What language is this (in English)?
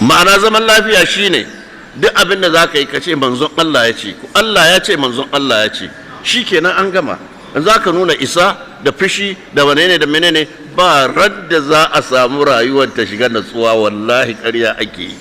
Hausa